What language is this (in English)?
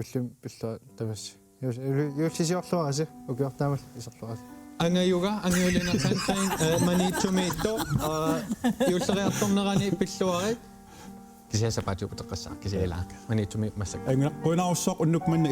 Kalaallisut